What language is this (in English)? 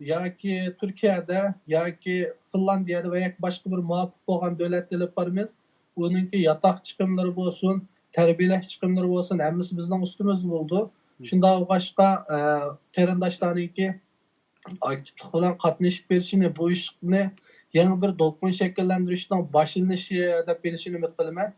Uyghur